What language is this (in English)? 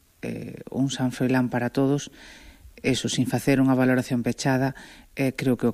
Galician